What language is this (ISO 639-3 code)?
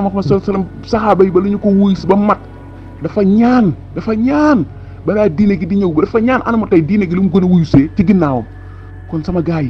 wol